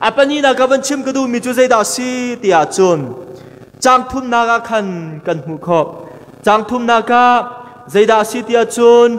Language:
Hakha Chin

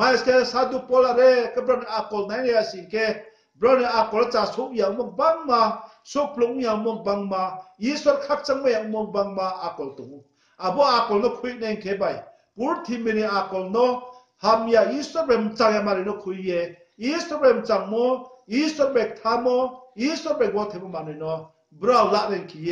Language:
Riang (India)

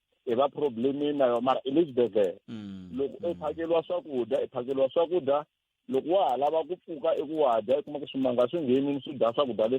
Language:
Tsonga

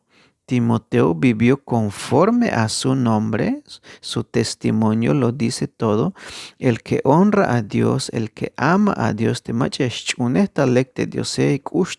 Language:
Tzeltal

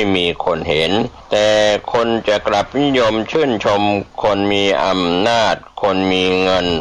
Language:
Thai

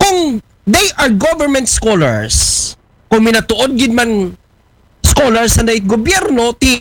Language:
Aklanon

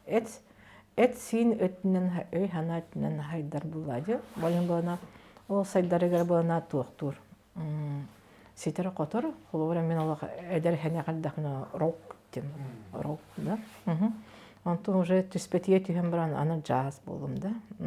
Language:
Yakut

